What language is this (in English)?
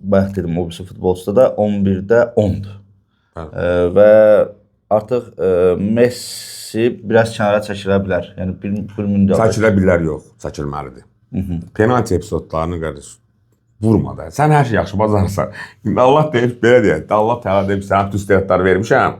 Azerbaijani